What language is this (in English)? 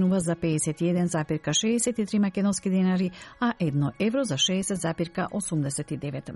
Macedonian